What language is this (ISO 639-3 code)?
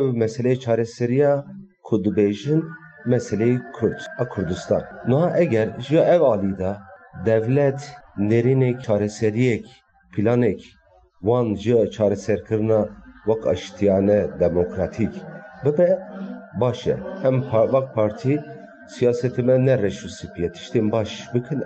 kur